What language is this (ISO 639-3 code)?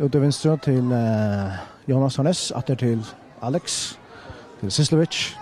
fao